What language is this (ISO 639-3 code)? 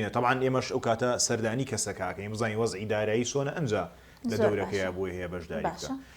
ckb